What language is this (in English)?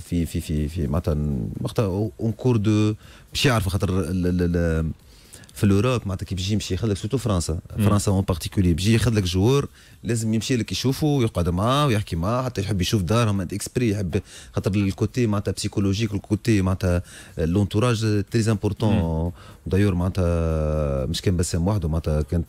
Tunisian Arabic